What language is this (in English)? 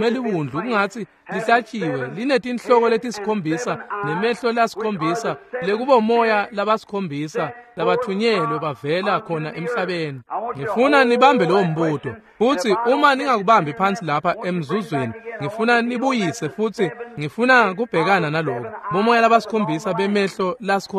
Swati